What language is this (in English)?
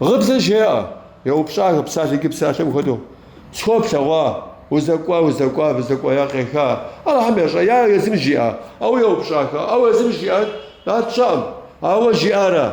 Kabardian